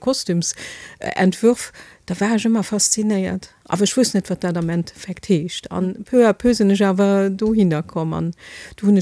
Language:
Luxembourgish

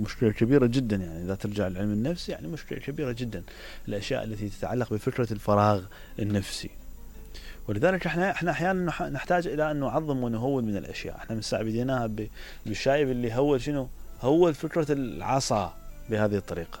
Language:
Mesopotamian Arabic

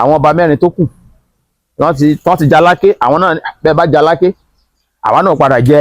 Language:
Yoruba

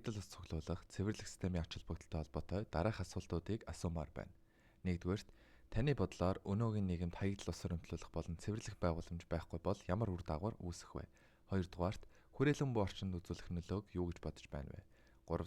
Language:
Mongolian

